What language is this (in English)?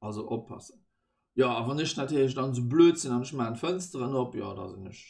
Luxembourgish